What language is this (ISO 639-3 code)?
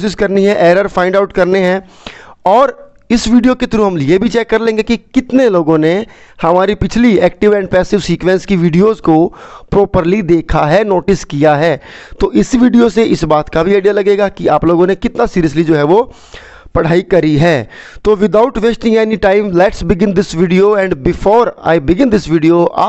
hin